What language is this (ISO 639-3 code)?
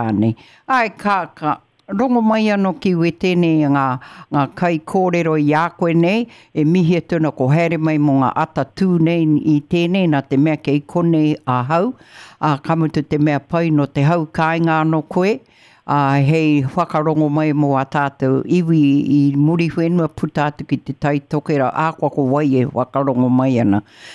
mri